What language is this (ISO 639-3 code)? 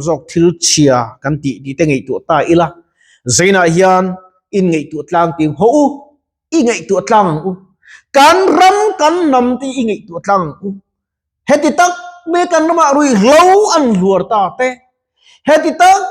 lus